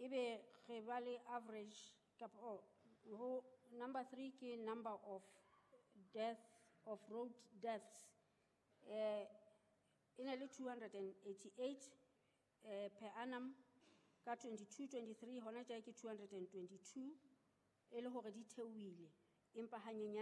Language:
Southern Sotho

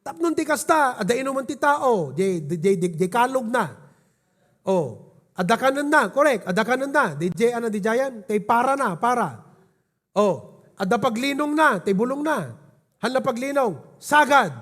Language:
Iloko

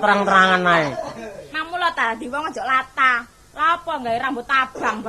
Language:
Javanese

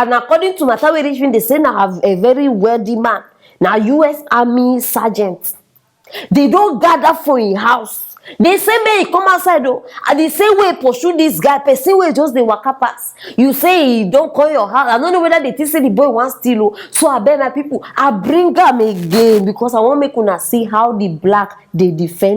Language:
Nigerian Pidgin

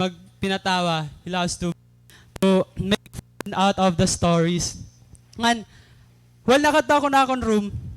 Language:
Waray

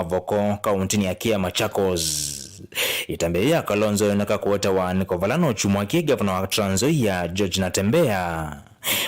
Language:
Kamba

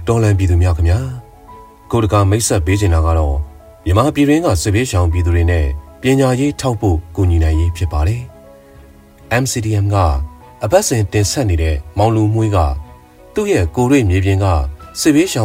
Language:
Burmese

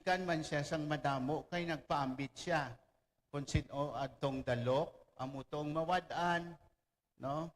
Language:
Hiligaynon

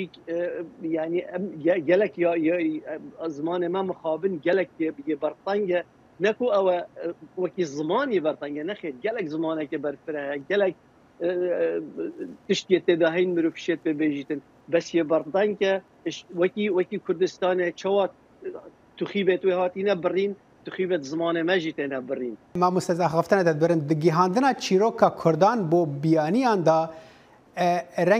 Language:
Kurdish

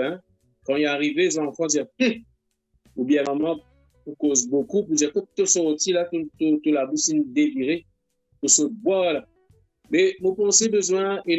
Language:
Morisyen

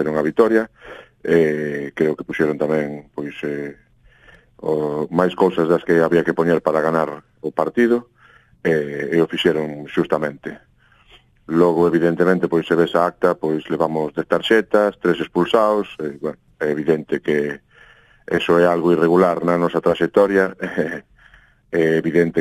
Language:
Galician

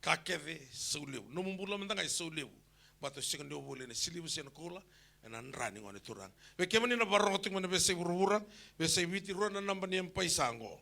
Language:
Fijian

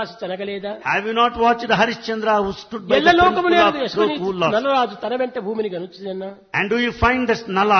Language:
Telugu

